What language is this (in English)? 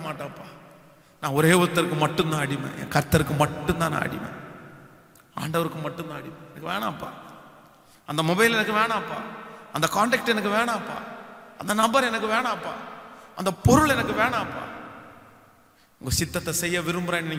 Tamil